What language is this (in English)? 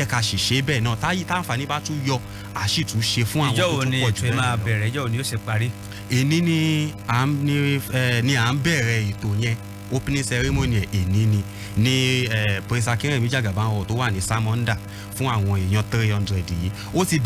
Yoruba